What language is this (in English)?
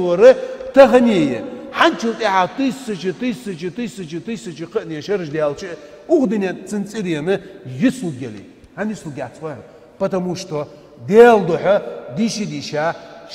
Ingush